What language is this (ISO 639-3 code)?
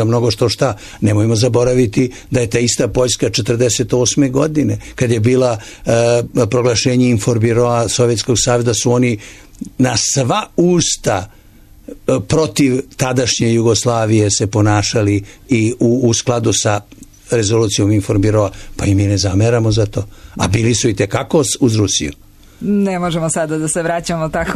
srp